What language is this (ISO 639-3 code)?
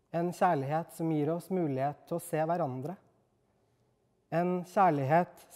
nor